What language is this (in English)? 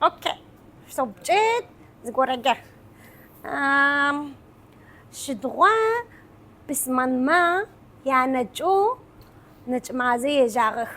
Adyghe